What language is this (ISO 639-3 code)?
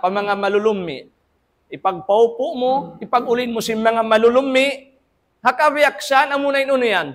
tsg